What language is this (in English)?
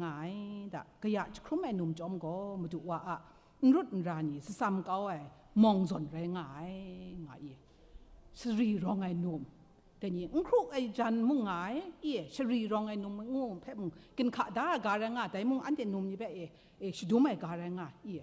Kachin